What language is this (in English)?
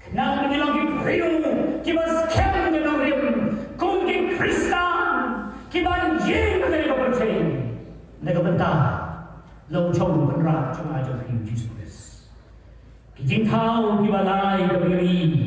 Khasi